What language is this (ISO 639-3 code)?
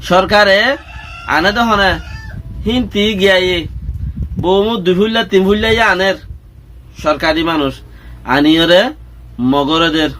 rhg